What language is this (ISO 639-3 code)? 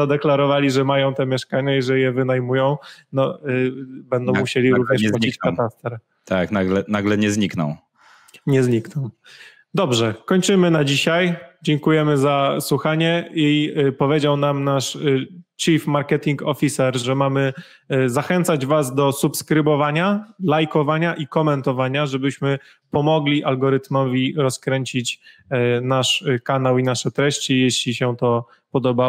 pol